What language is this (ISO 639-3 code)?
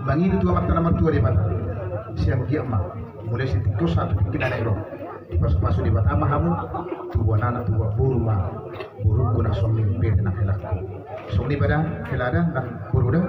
bbc